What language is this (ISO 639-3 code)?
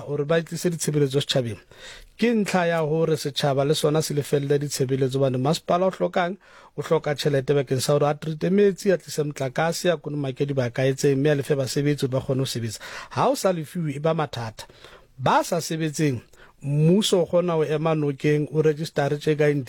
sot